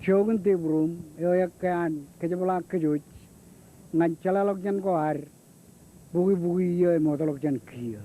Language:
Marshallese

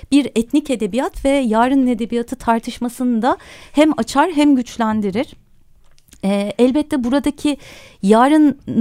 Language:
Turkish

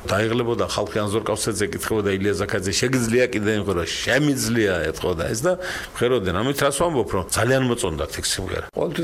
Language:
Georgian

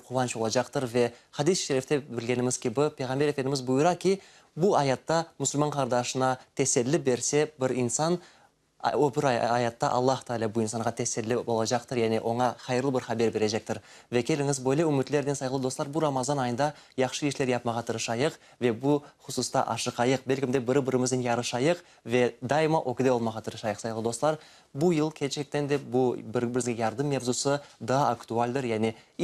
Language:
Crimean Tatar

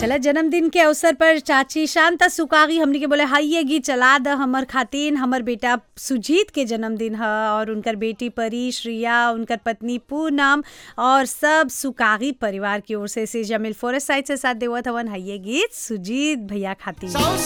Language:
Bhojpuri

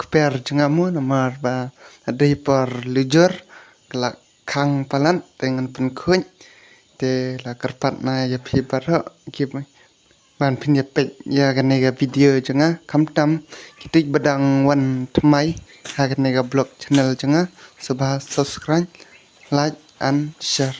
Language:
Khasi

